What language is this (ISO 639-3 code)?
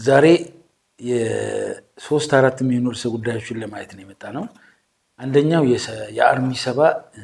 amh